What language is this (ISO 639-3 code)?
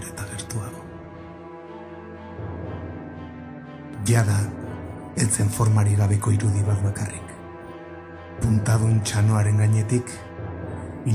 eus